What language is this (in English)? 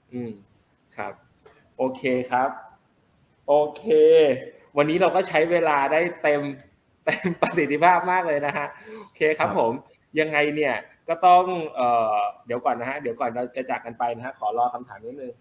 Thai